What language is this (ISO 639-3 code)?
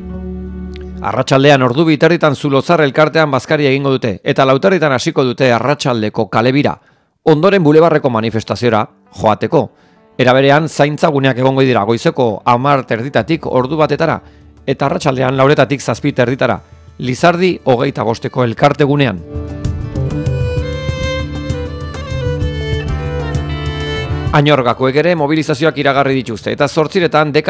eus